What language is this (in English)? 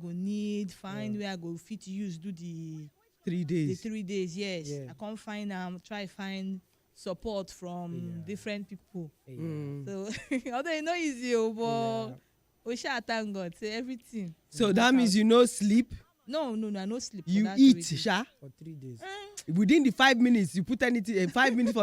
Nigerian Pidgin